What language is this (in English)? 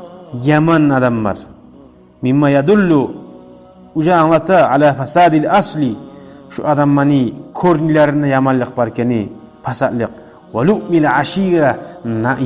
Kumyk